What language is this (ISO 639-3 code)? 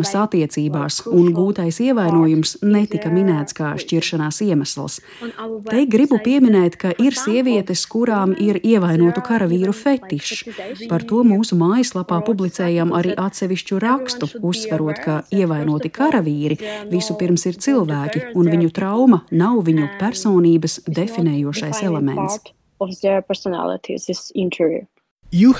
lav